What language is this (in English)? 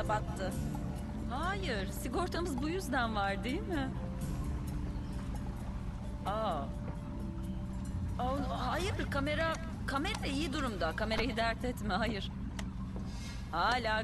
Turkish